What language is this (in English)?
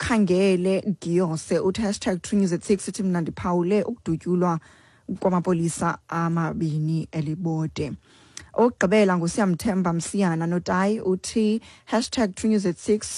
Xhosa